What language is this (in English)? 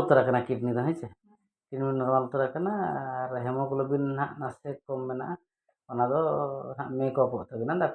Santali